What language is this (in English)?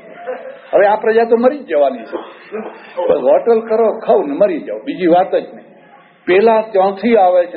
Gujarati